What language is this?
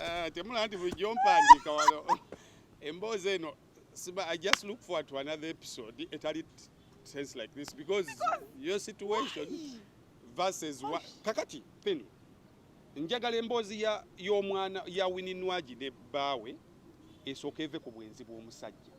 Ganda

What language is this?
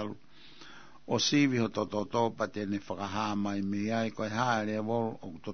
Tongan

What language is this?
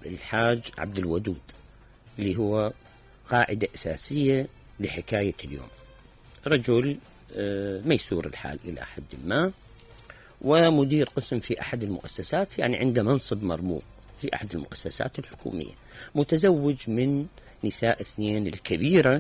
Mesopotamian Arabic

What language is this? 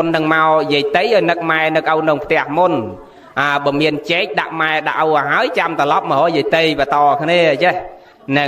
Khmer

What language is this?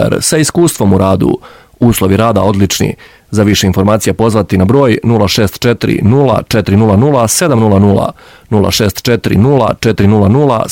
Serbian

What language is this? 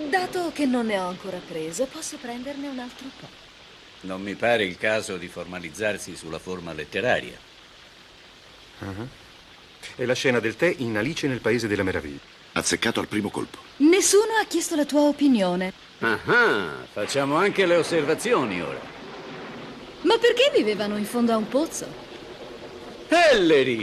Italian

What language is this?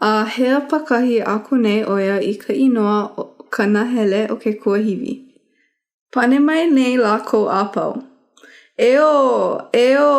Hawaiian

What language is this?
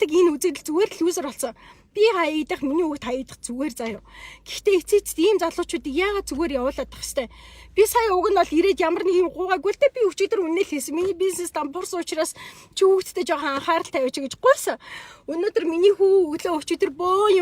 Mongolian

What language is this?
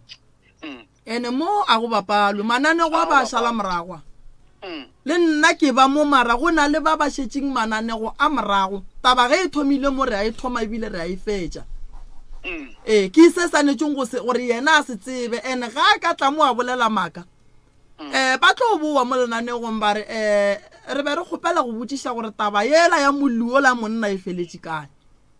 Northern Sotho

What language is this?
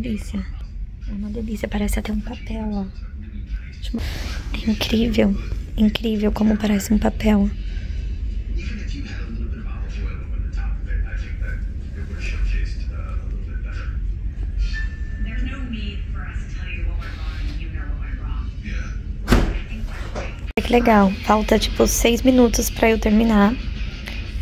Portuguese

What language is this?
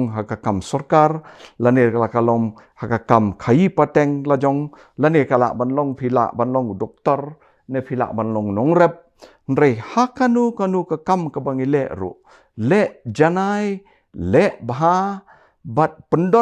Khasi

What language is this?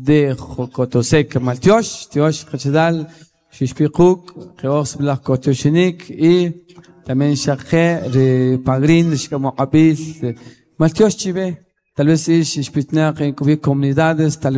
Kʼicheʼ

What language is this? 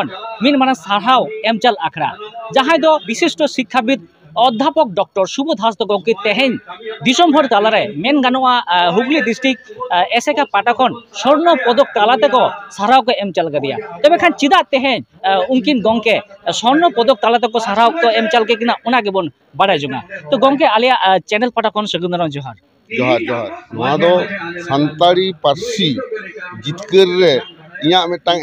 Santali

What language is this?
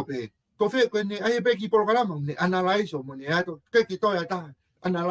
Tongan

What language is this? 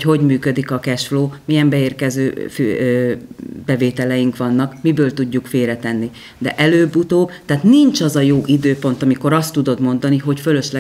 Hungarian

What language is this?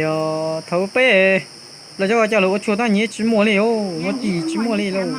Hmong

